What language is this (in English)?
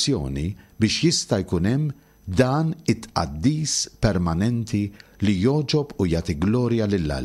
Maltese